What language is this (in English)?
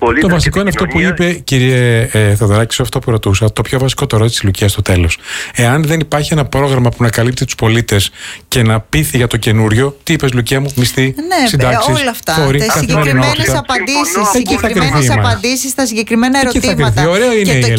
Greek